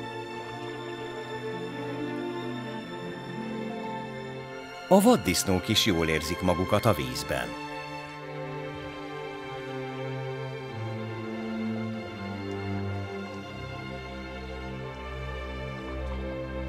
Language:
Hungarian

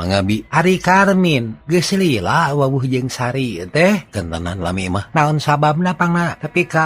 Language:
Sundanese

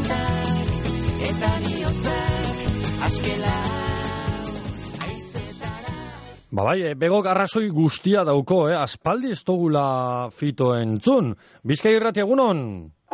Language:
Basque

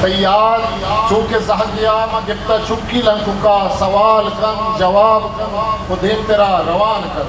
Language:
Eastern Balochi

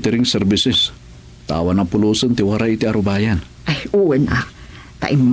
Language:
Iloko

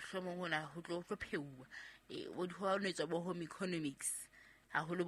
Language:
Southern Sotho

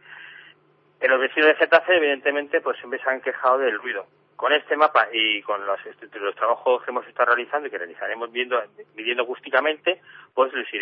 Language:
Spanish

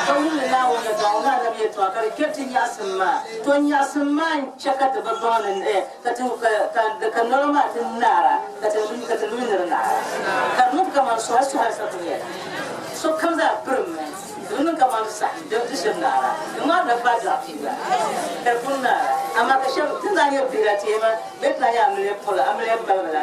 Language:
Dagbani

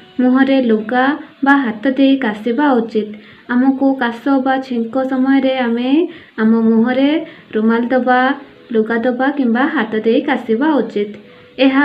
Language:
Odia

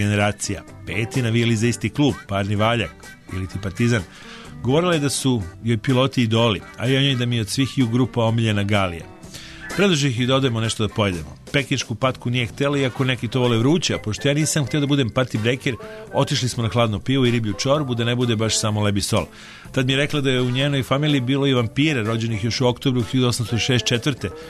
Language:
Serbian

